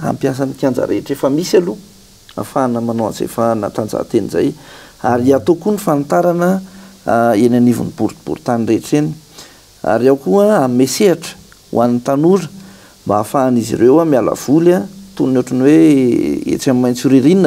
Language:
Malagasy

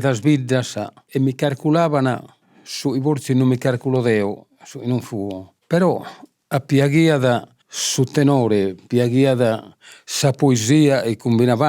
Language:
Sardinian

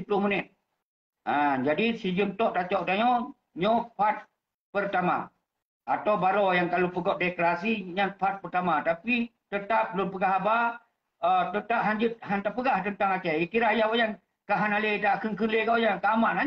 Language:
Achinese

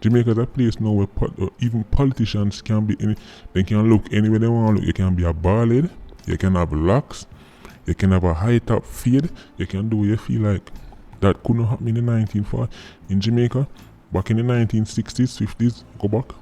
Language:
Jamaican Creole English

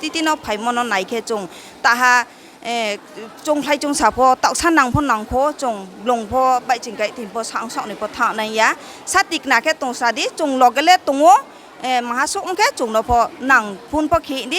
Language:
Riang (India)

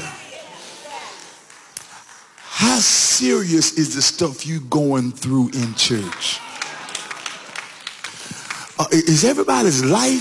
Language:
English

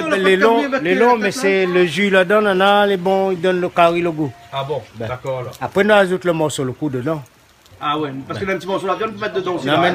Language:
Réunion Creole French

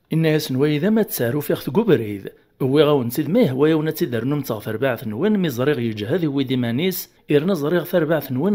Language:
Kabyle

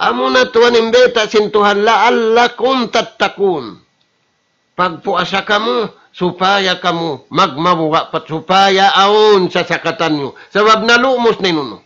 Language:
Tausug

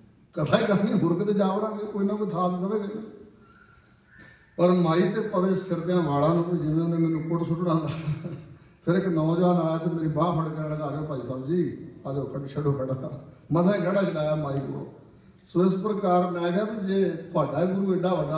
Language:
Punjabi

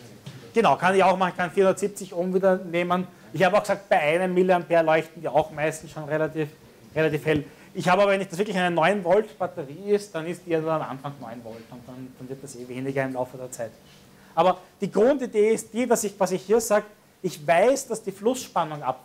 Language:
German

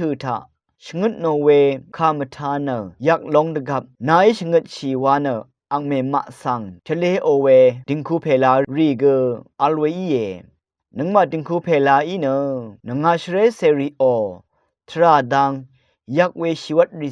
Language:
Rawang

